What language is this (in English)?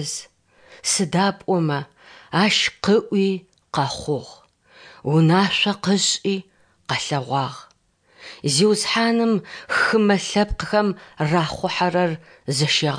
Adyghe